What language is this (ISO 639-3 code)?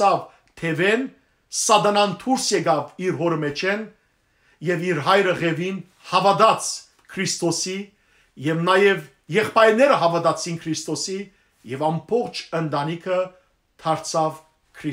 hyw